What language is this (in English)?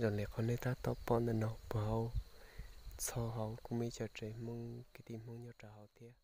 Hmong